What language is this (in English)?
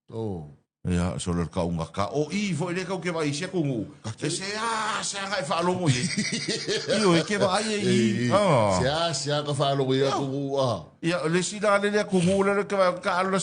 Samoan